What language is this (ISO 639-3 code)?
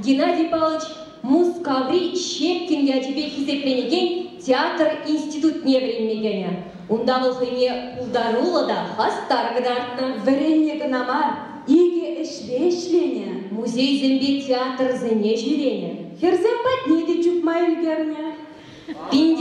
chv